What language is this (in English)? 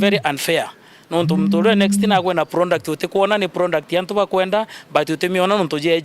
Meru